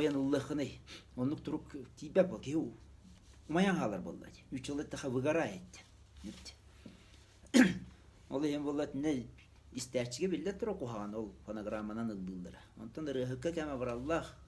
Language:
Yakut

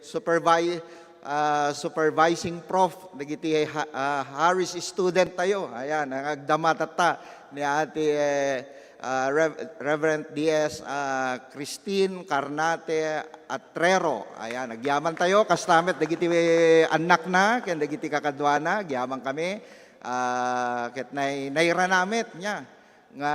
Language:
Iloko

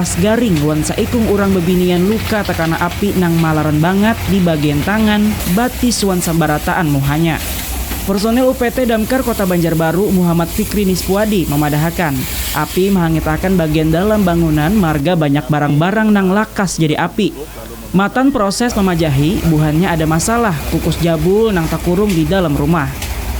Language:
Banjar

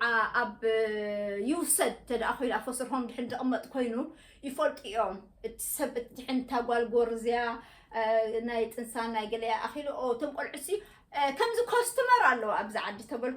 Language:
Tigrinya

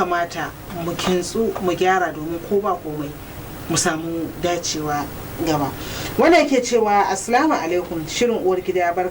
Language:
Hausa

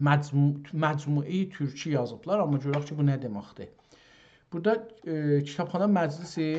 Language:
South Azerbaijani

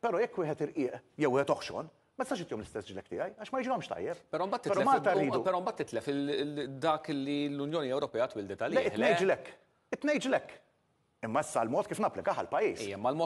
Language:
Maltese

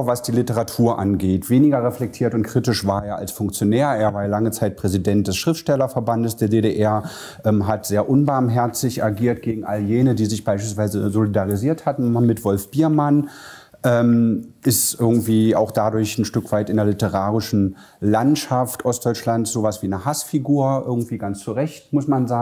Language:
German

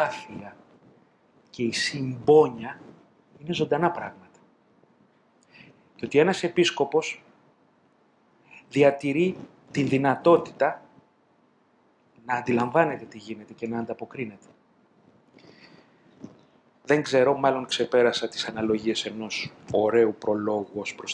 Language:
Greek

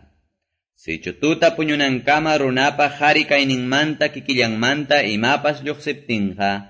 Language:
Quechua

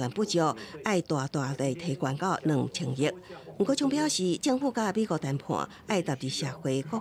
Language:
Min Nan Chinese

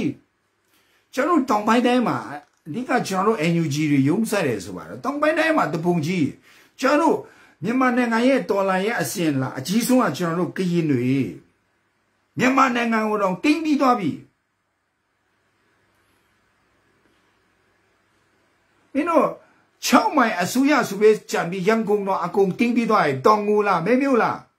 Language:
Burmese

